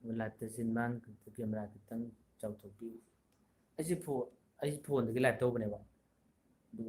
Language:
Manipuri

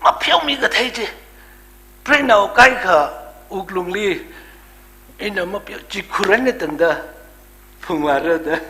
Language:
Tangkhul Naga (India)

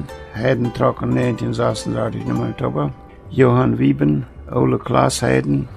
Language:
Plautdietsch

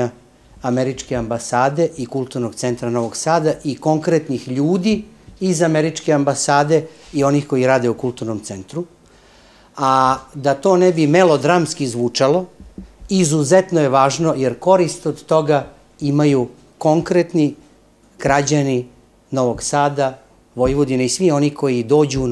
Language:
Serbian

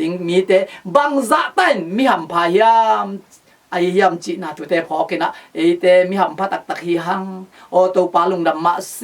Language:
Tedim Chin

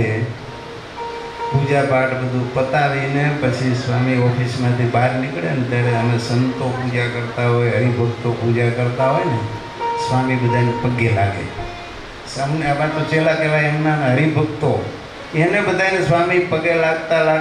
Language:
Gujarati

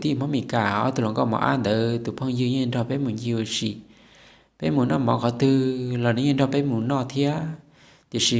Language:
Hmong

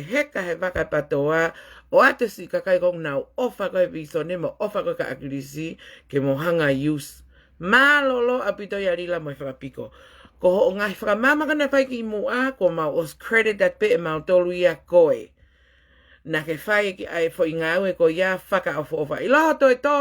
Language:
Tongan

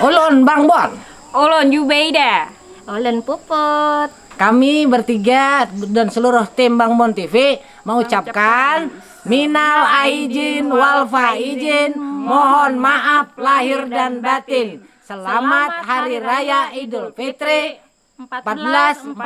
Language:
Banjar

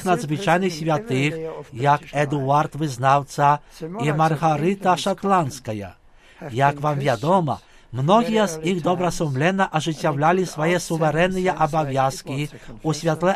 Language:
Belarusian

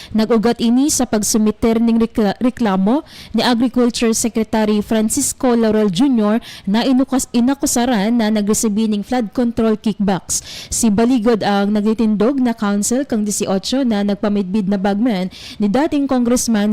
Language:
Bikol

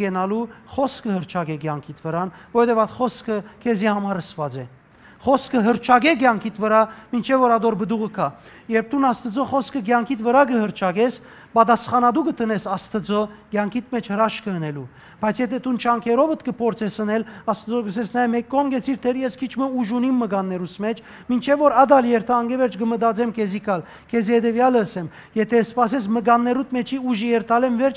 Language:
Western Armenian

